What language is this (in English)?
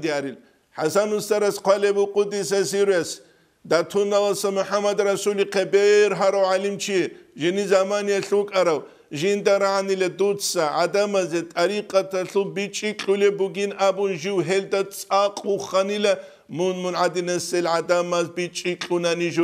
Avaric